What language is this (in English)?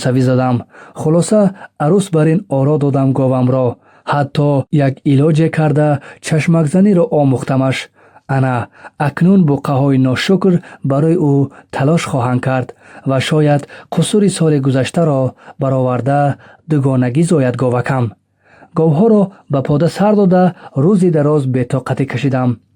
Tajik